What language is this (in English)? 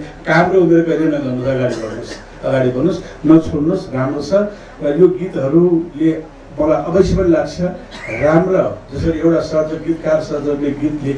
Nepali